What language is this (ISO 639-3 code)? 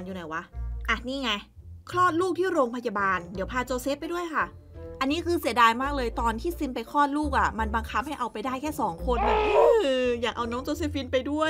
tha